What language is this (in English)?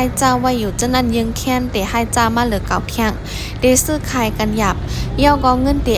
Shan